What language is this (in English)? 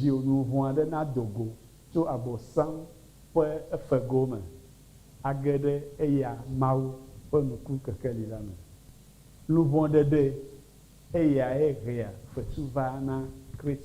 Ewe